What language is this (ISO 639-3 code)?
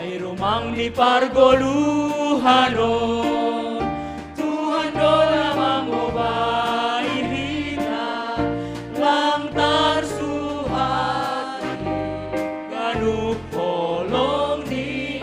bts